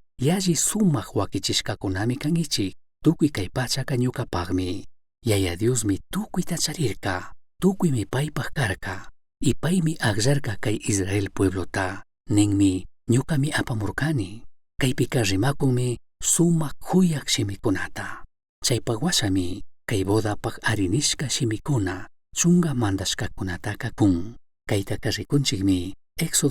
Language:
Chimborazo Highland Quichua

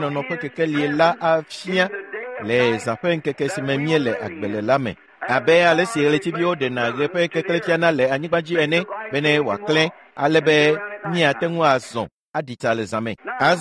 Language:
Ewe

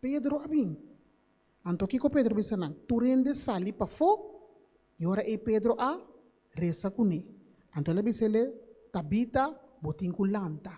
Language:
Papiamento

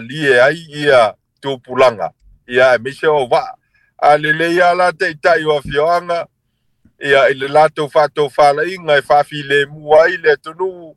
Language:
Samoan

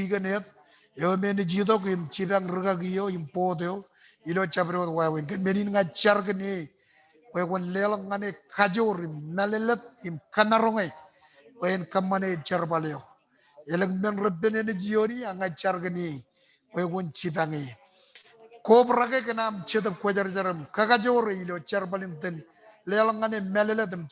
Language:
Marshallese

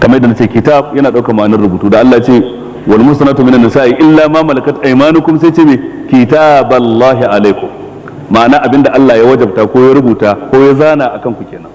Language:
Hausa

